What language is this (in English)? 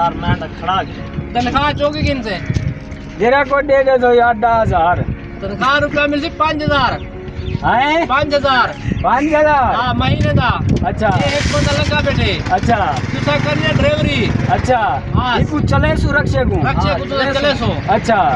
Saraiki